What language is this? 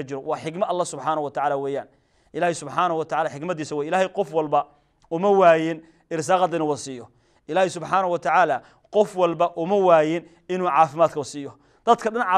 Somali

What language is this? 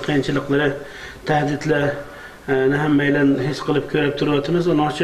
Uyghur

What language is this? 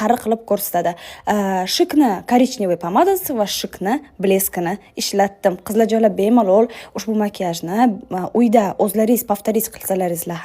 Uzbek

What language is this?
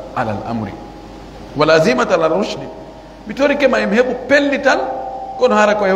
Pular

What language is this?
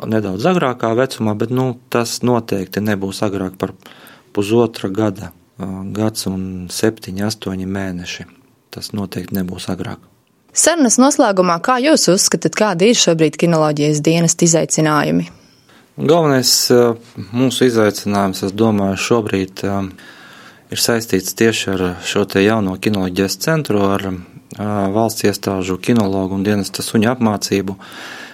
Latvian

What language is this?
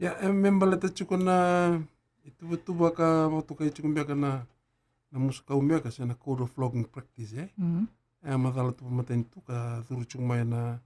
Fijian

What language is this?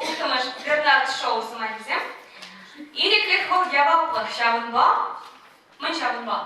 Chuvash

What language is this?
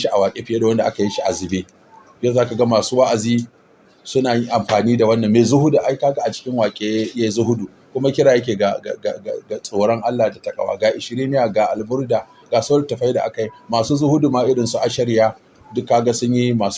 Hausa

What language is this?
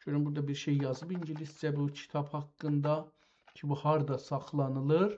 South Azerbaijani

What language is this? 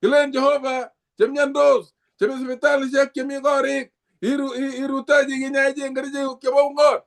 Kalenjin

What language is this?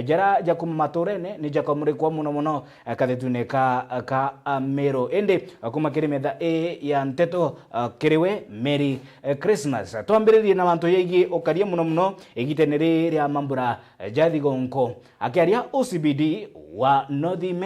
Meru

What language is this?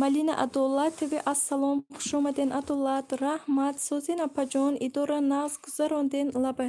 Tajik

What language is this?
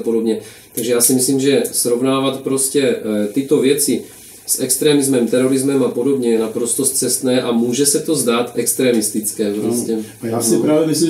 Czech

